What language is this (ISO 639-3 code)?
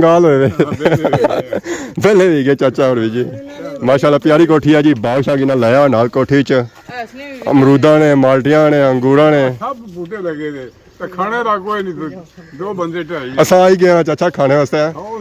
phr